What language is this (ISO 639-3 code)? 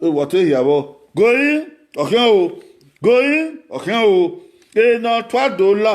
bin